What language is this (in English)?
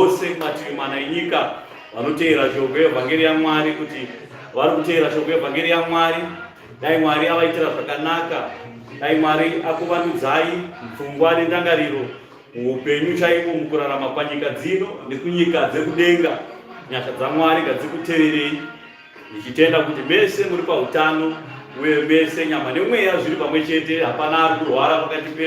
Shona